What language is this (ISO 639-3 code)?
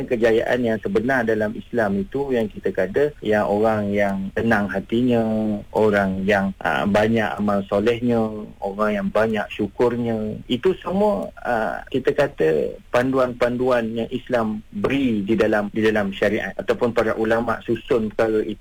msa